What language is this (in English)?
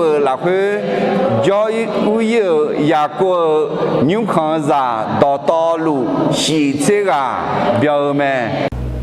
Akha